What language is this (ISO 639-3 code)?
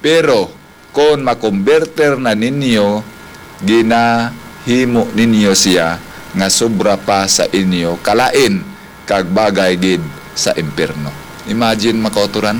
hil